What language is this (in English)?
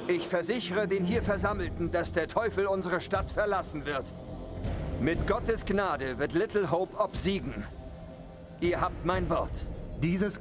Bavarian